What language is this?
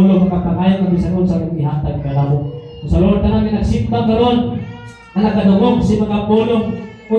Cebuano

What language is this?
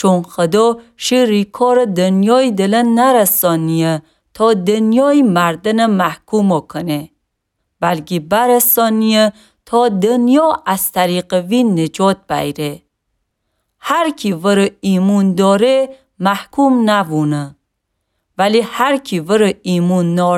Gilaki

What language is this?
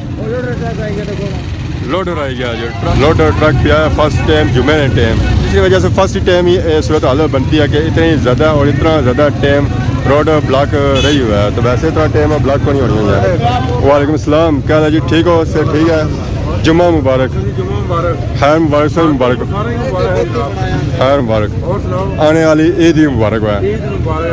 Pahari-Potwari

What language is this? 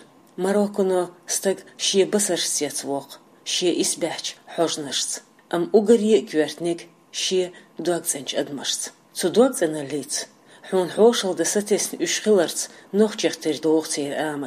Chechen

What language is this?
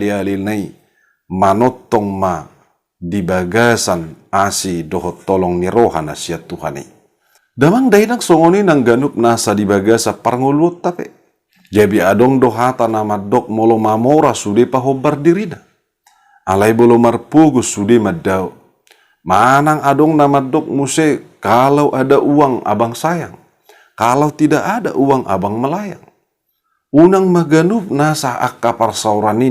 Batak Toba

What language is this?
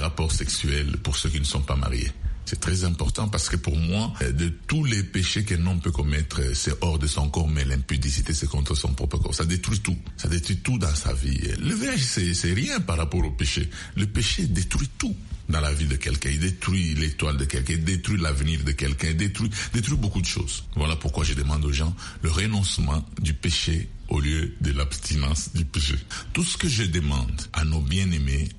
French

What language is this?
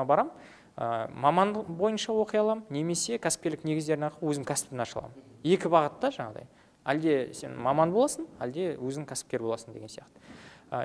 Kazakh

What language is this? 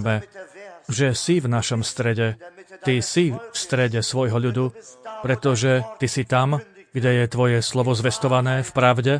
Slovak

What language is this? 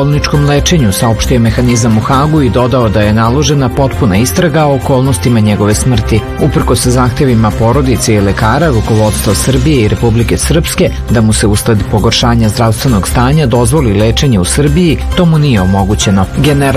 Serbian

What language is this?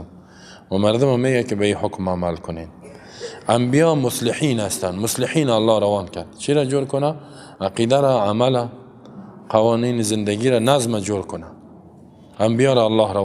Persian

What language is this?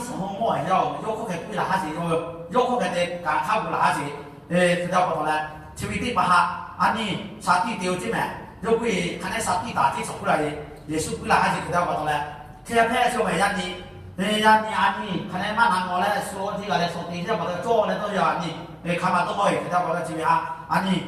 Lahu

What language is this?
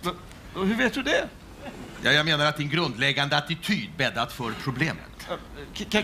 Swedish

